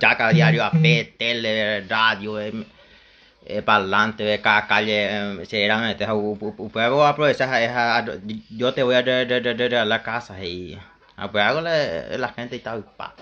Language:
Guarani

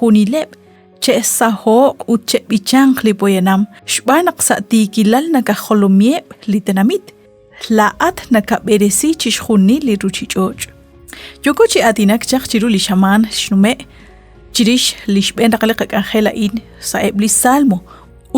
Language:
Kekchí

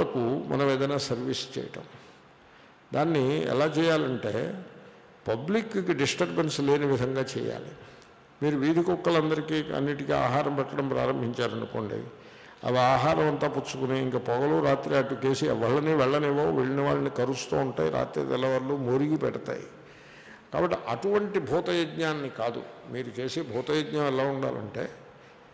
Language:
Telugu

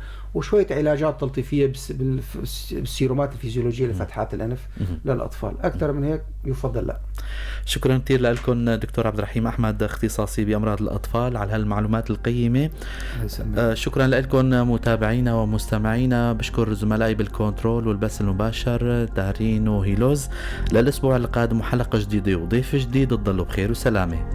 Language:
North Levantine Arabic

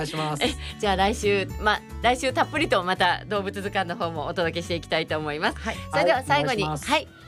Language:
Japanese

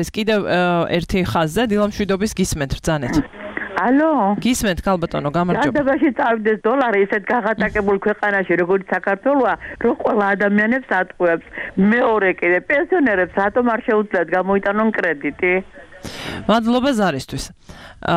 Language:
Georgian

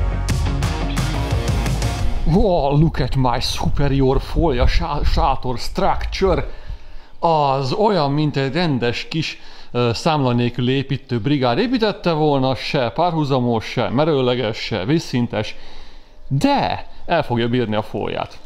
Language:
Hungarian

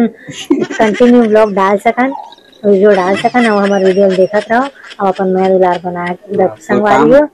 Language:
Chhattisgarhi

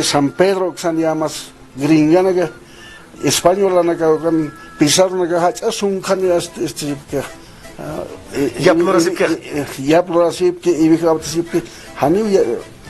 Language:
Aymara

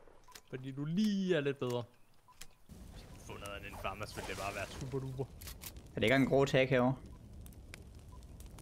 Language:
Danish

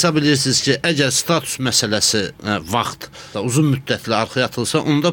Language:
Azerbaijani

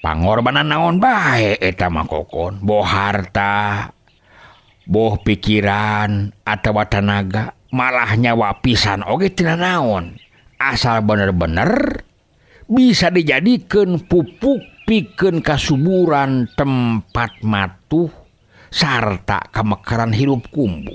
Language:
Sundanese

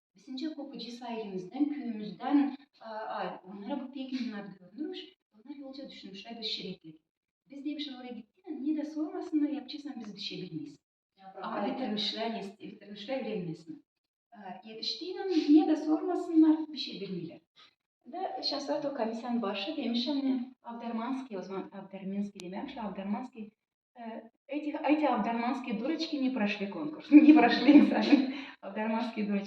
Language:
Gagauz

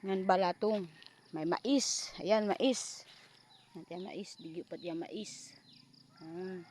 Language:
Waray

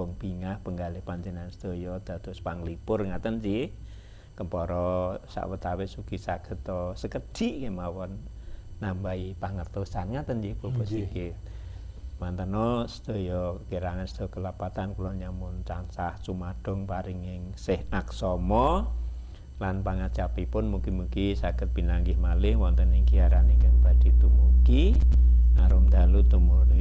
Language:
Javanese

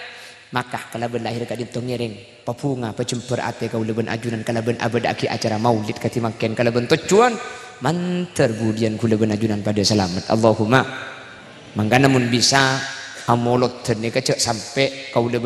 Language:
Madurese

